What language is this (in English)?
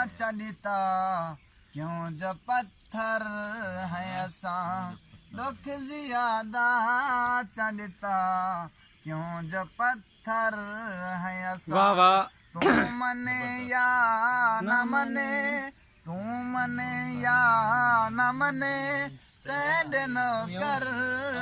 Saraiki